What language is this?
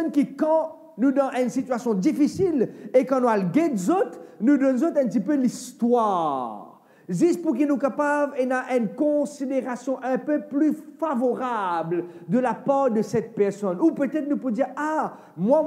Morisyen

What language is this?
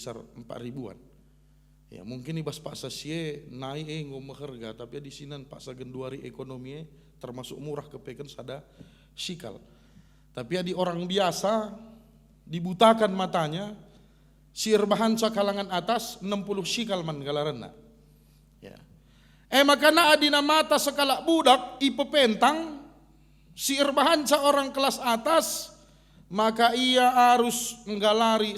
Batak Karo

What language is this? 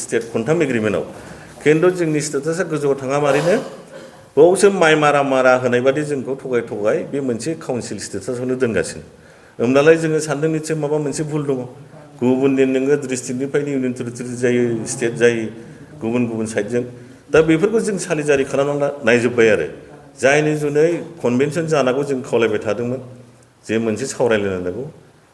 Bodo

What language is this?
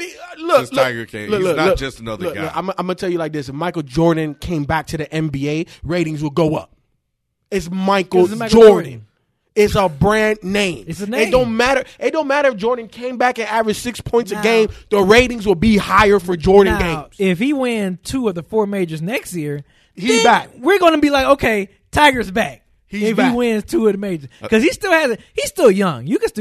English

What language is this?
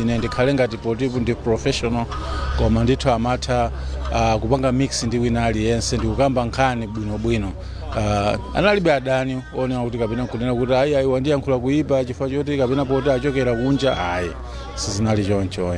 Nyanja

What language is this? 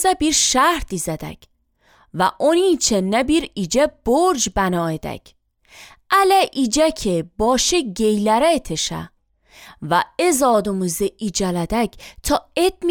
Azerbaijani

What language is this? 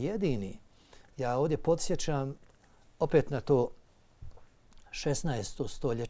Bosnian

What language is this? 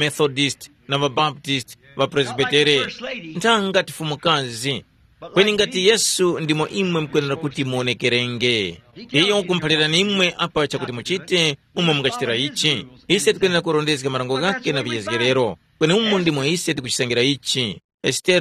Tumbuka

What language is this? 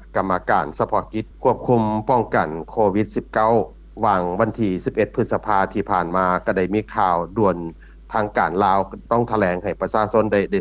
Lao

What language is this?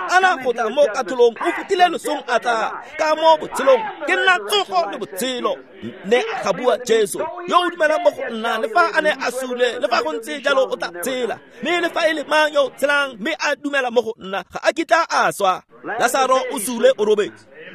Tswana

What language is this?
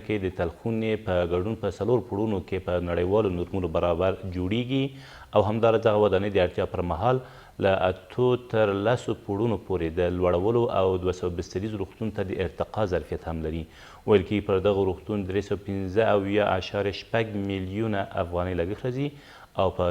Pashto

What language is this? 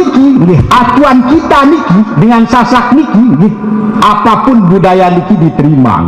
Sasak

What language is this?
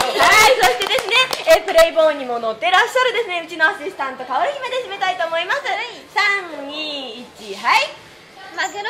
Japanese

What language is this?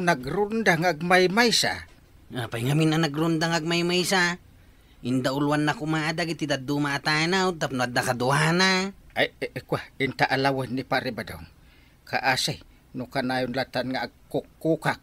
Iloko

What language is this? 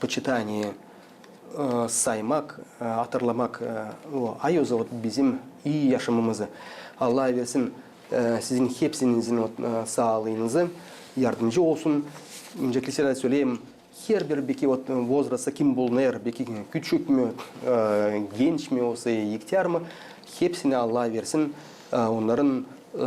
Gagauz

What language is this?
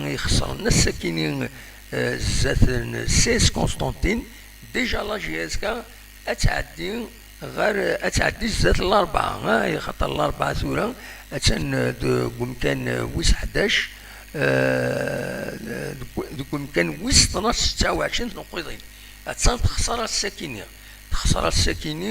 Kabyle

